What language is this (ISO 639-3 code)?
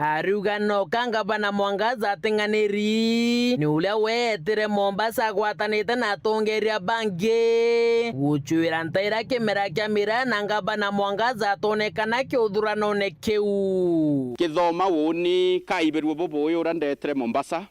mer